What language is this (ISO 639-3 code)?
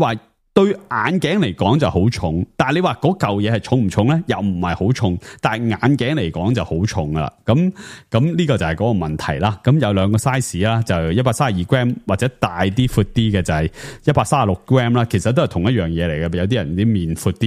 yue